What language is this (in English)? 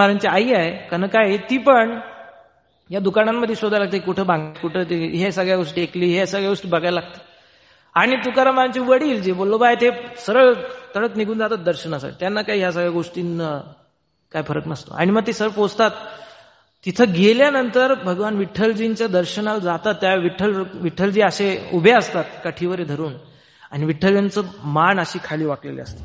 Marathi